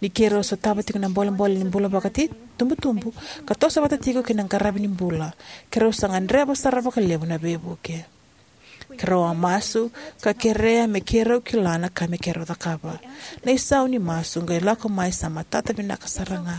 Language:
Fijian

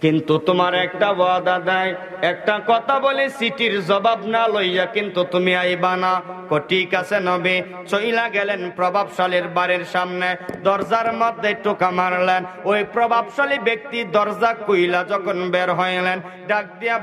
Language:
Sylheti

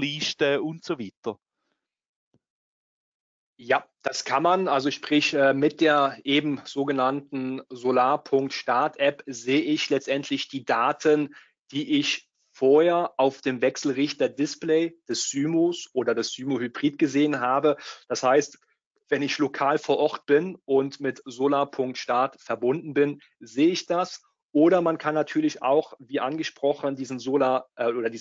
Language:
German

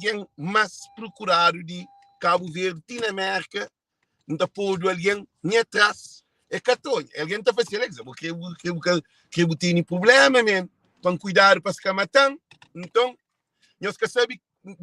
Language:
Kabuverdianu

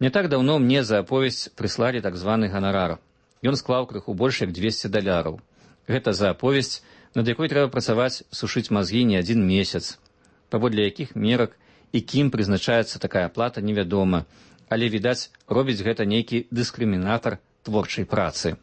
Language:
Belarusian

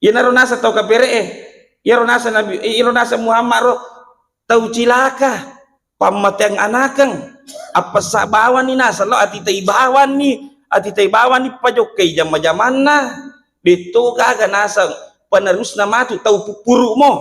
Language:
Buginese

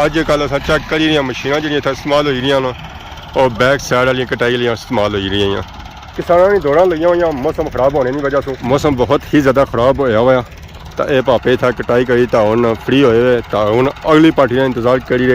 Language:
Pahari-Potwari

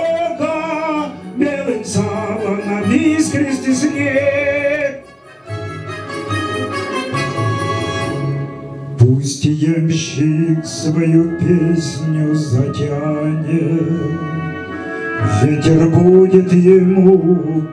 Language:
Russian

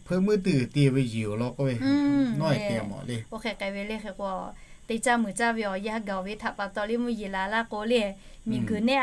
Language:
Lahu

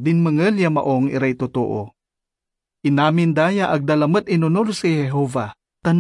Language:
Pangasinan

